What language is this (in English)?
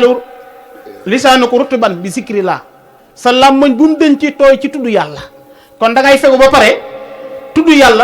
Wolof